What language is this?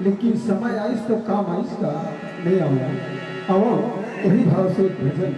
Chhattisgarhi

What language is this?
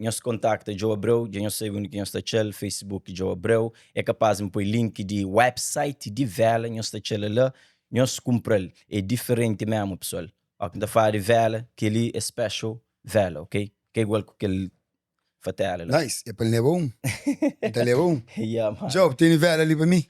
Kabuverdianu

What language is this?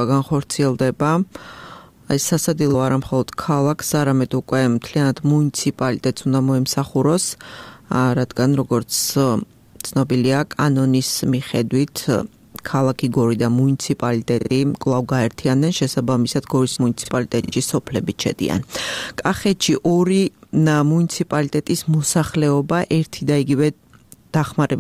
Georgian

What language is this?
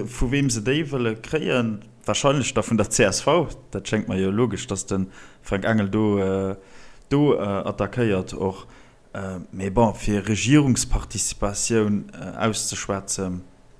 Luxembourgish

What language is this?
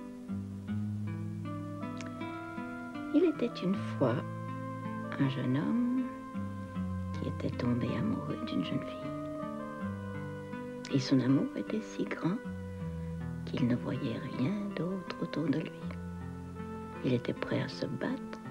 French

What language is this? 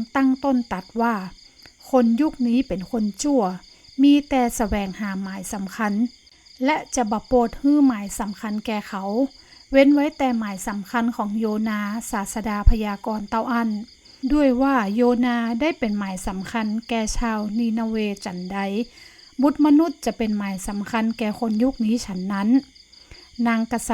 Northern Thai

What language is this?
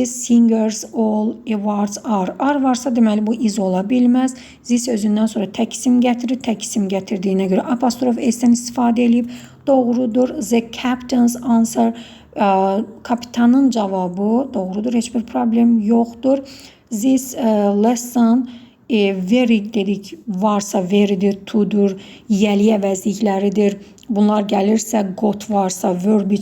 Azerbaijani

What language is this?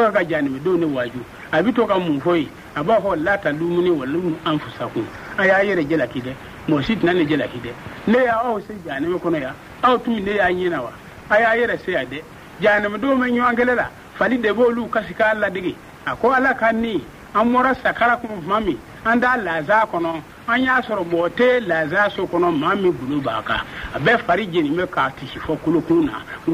Bambara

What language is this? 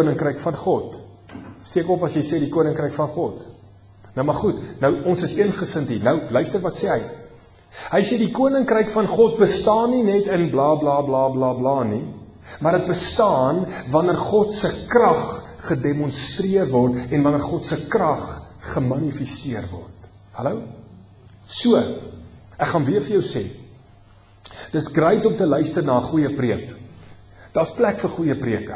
Afrikaans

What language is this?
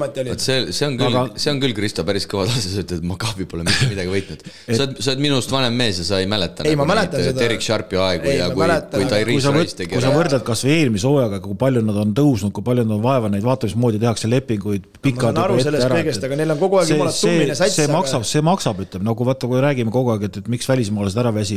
Estonian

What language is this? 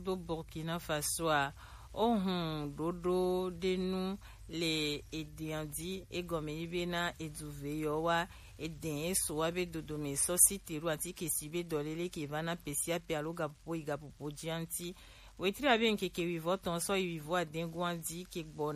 Gen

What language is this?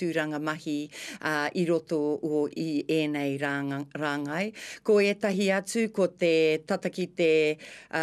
Māori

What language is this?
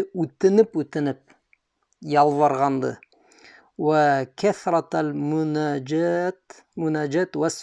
Bashkir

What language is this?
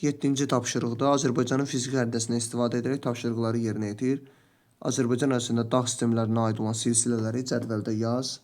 Azerbaijani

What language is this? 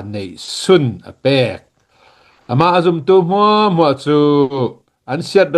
Hakha Chin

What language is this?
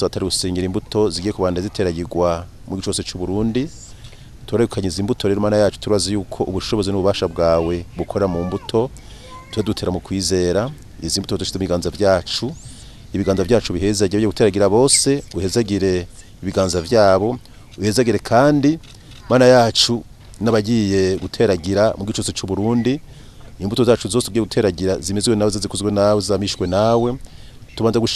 Rundi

